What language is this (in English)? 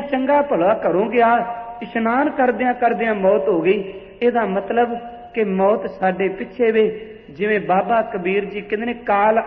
Punjabi